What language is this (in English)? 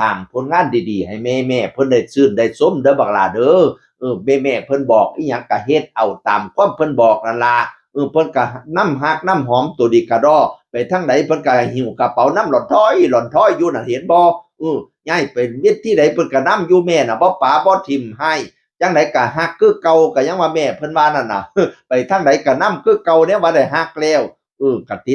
Northeastern Thai